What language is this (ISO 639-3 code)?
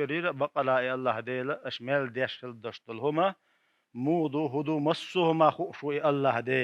che